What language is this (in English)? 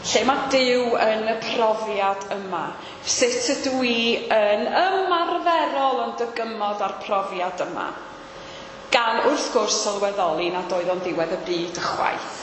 Welsh